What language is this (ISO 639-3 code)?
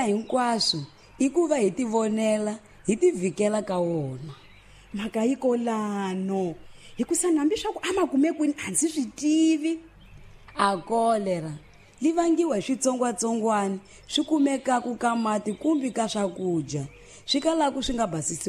tso